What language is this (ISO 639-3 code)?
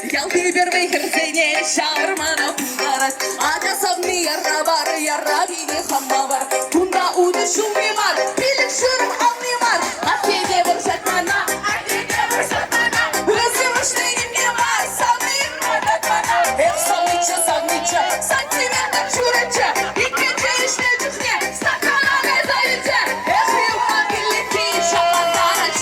chv